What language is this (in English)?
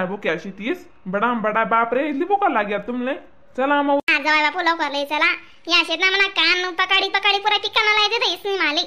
Khandesi